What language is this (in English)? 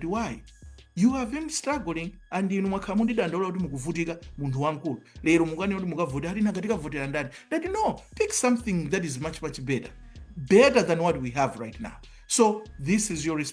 Nyanja